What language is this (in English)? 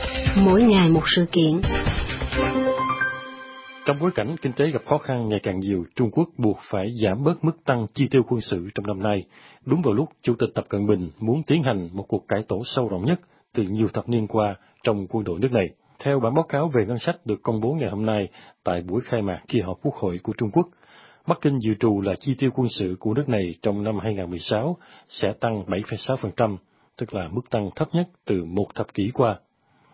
Vietnamese